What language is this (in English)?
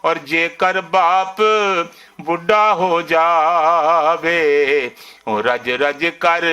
Western Panjabi